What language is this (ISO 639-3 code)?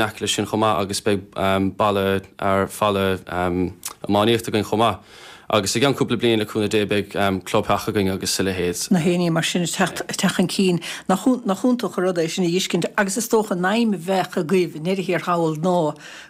gle